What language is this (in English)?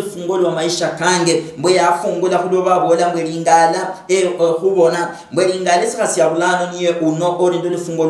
Luyia